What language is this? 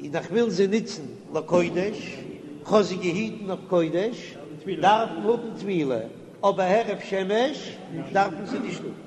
Yiddish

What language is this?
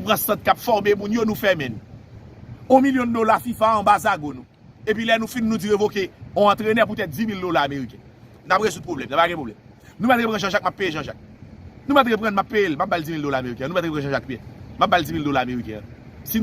Haitian Creole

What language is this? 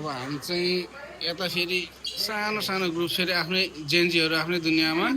Nepali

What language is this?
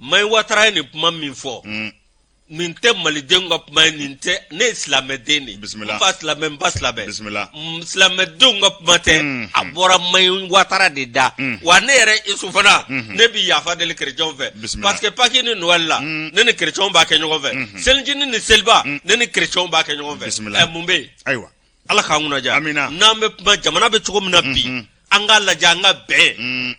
Bambara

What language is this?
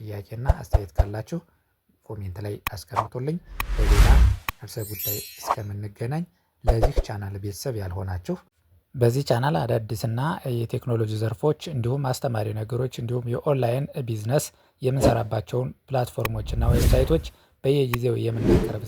Amharic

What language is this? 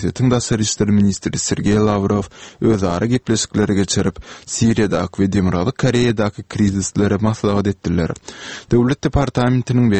Turkmen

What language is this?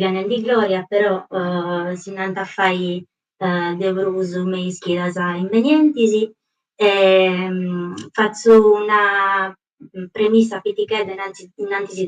Sardinian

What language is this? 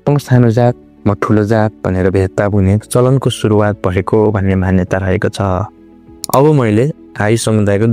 Nepali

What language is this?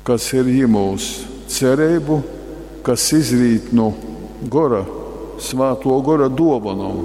Latgalian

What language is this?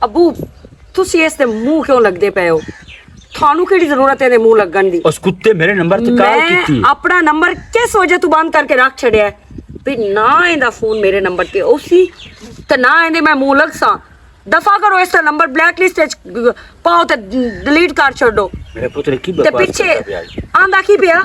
Western Panjabi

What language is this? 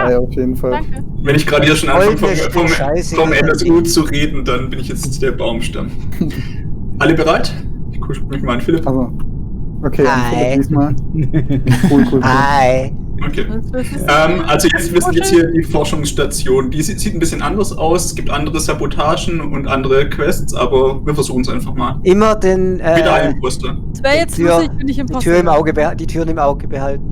Swiss German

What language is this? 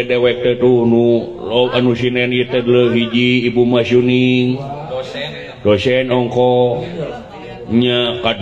Sundanese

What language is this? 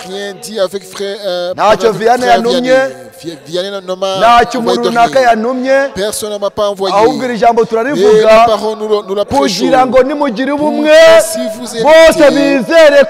Kinyarwanda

